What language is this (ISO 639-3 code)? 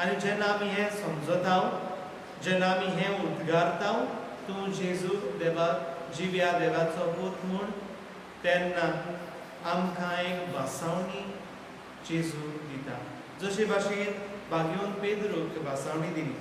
kok